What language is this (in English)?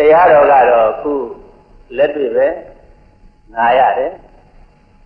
Burmese